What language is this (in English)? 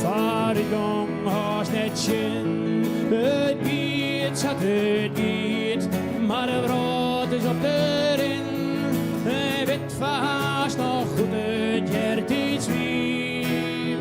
Western Frisian